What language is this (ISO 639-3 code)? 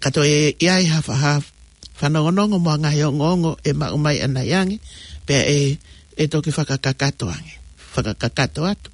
ton